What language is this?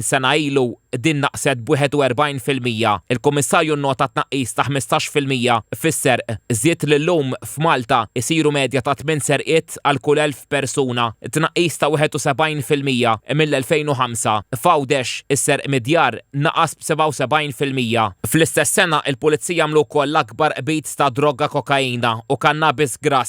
Maltese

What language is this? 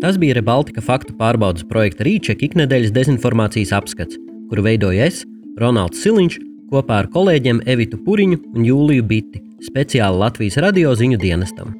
Latvian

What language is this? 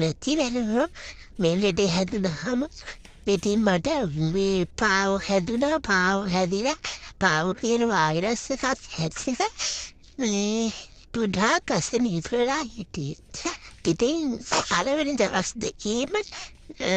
Sinhala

